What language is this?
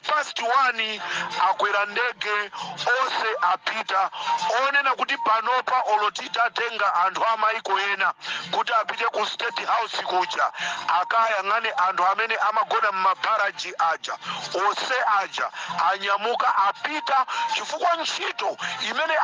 Nyanja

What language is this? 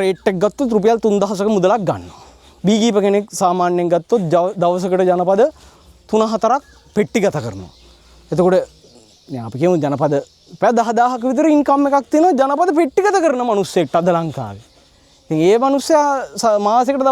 Sinhala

